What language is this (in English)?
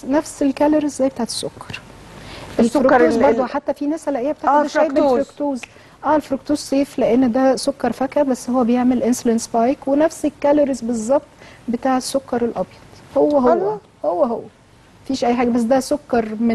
Egyptian Arabic